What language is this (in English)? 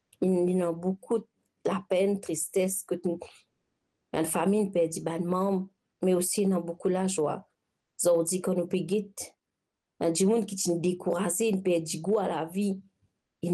Morisyen